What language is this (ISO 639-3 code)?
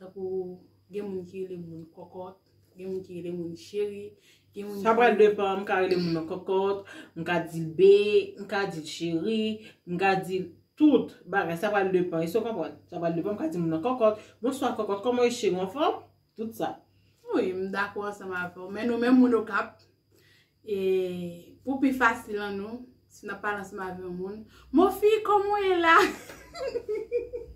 hat